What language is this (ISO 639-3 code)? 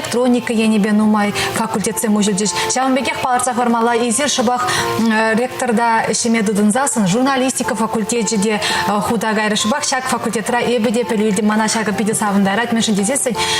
chv